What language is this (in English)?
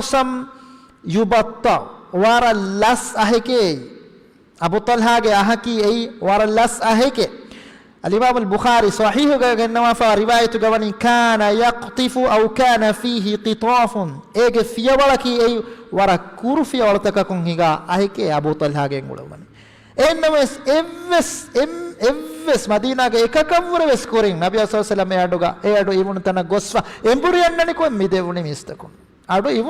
Divehi